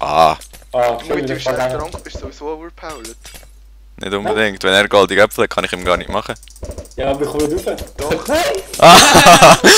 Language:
Swiss German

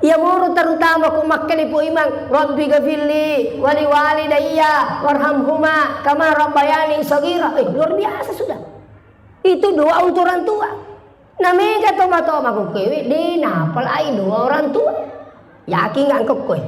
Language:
Buginese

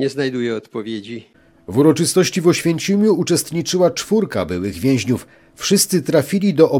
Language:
Polish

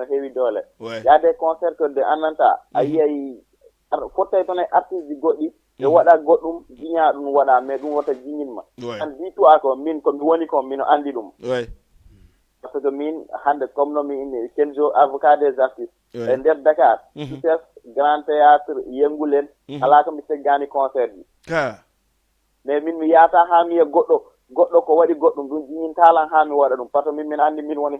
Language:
Fula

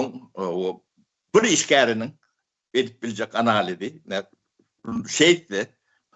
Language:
Turkmen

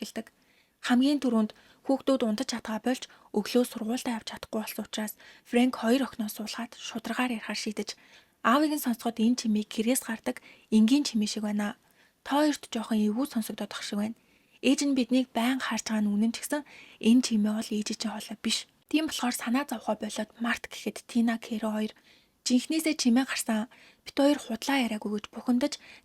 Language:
Mongolian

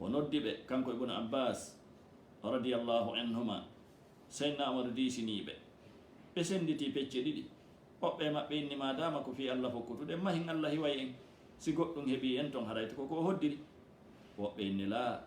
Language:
Fula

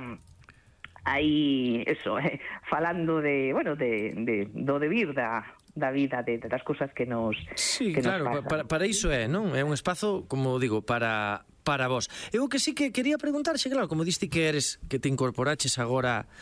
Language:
Galician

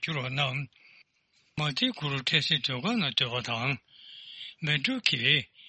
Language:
Tibetan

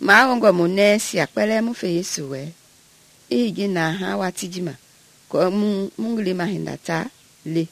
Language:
Mende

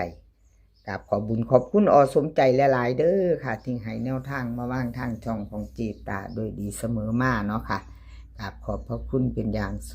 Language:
Northeastern Thai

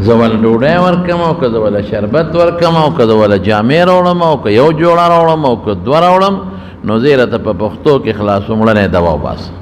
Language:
Pashto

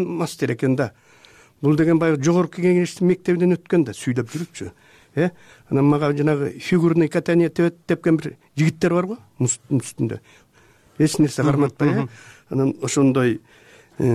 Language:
Kyrgyz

